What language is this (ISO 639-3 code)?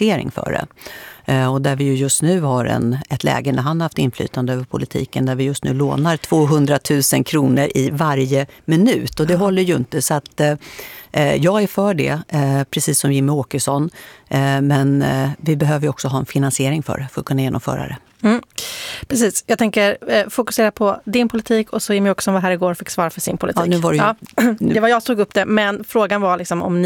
swe